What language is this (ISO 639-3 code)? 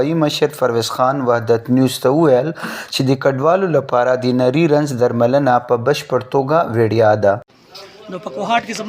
pus